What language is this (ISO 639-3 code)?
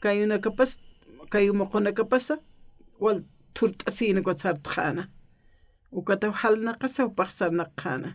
aym